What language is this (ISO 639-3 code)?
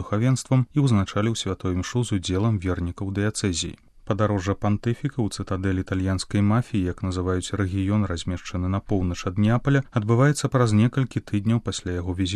bel